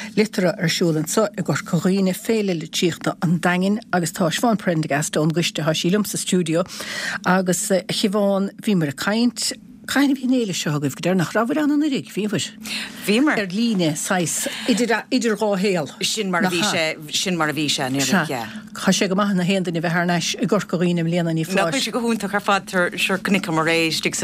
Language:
Irish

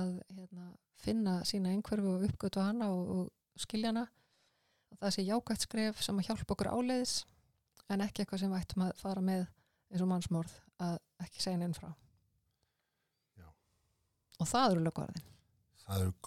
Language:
Icelandic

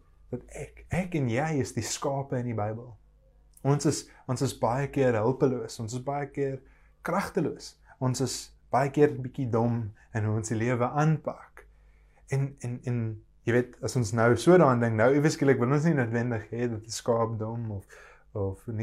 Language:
Afrikaans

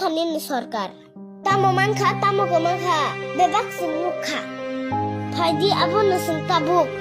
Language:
Kok Borok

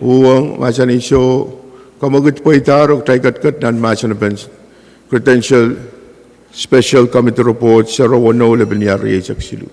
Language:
Pohnpeian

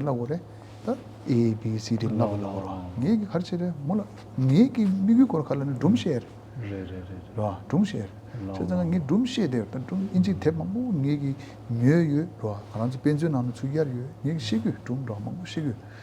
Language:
Tibetan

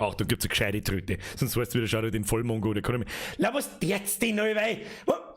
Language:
Bavarian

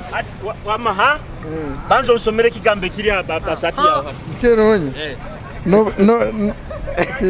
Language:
Nyoro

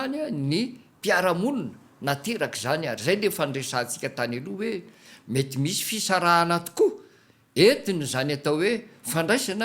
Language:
Malagasy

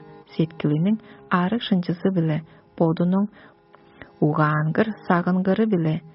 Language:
Tuvinian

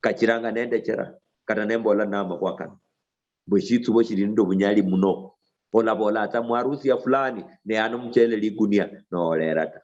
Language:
Luyia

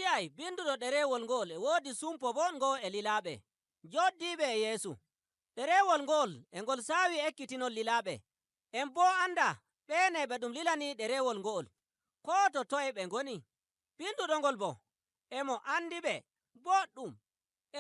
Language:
Nigerian Fulfulde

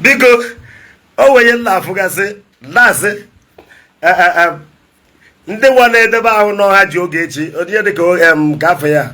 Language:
Igbo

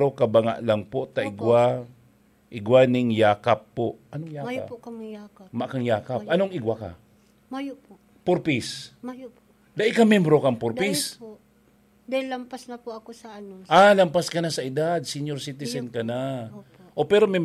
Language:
Bikol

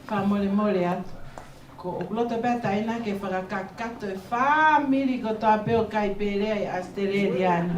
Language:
Tongan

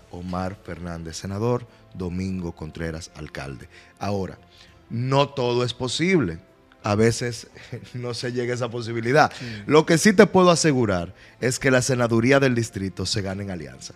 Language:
Spanish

